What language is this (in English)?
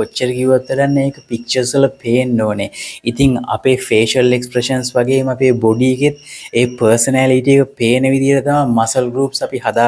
Sinhala